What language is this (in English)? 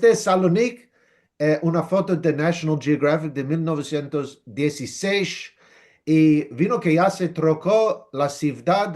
Ladino